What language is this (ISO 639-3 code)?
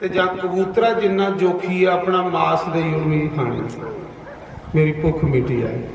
doi